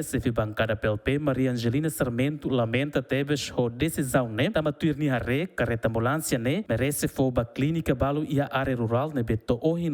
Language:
Tetum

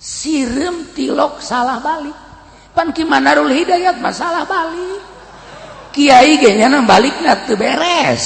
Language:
Sundanese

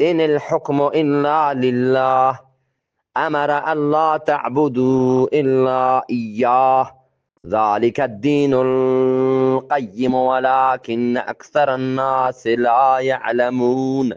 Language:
Eastern Balochi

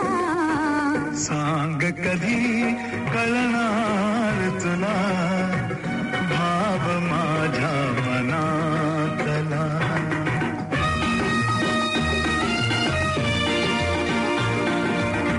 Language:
Marathi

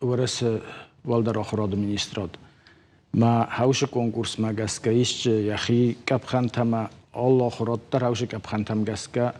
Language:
Ossetic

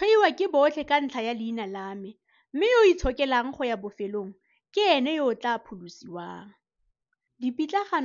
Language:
Tswana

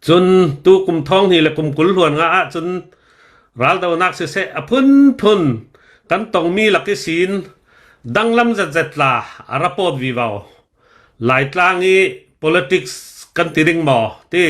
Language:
Hakha Chin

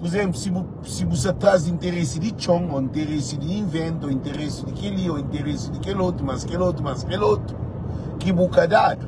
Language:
Kabuverdianu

